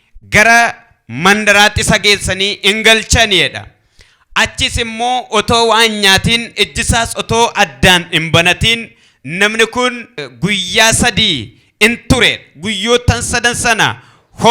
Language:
Oromo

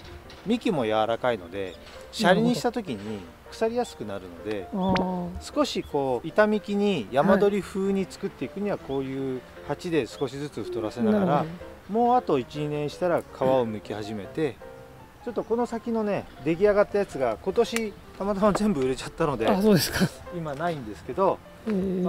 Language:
Japanese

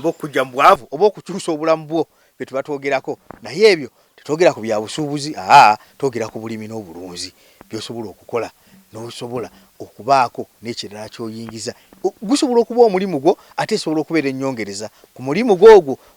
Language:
Ganda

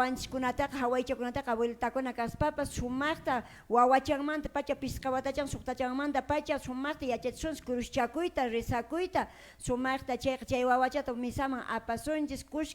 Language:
Quechua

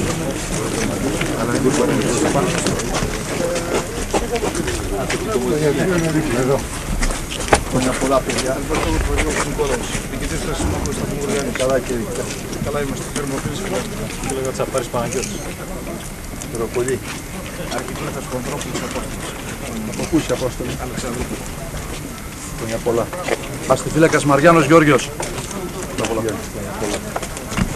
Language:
Greek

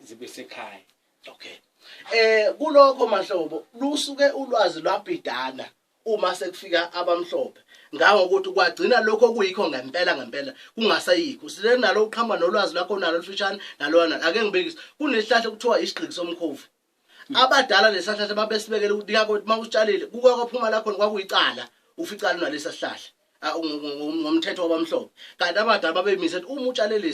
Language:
Zulu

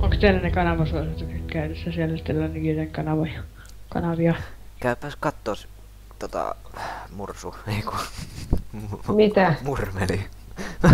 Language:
Finnish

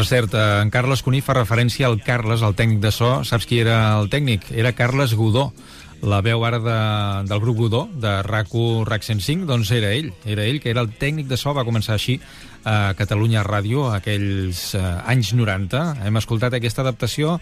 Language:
Catalan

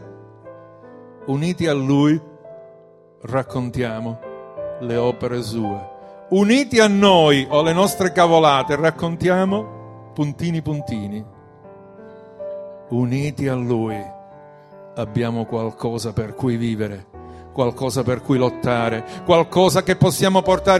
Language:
Italian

